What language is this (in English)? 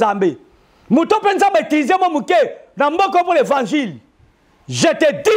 Lingala